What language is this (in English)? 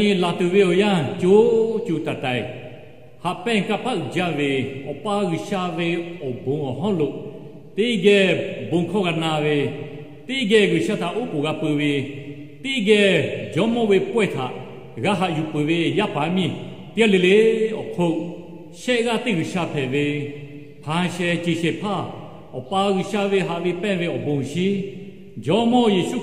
Lahu